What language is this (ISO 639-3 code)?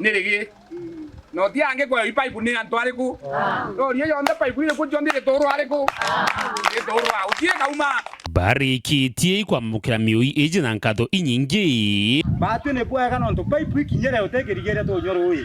mer